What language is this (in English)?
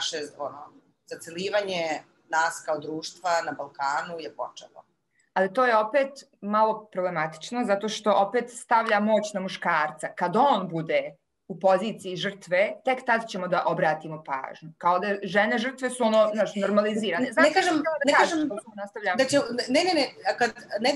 Serbian